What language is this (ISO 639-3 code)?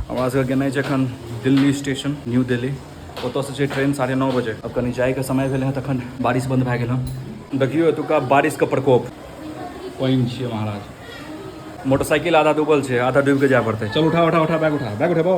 mai